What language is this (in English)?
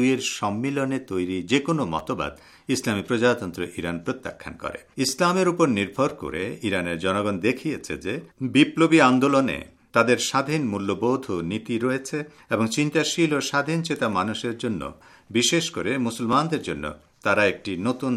Bangla